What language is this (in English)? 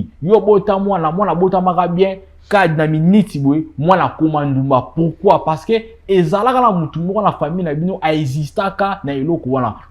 Lingala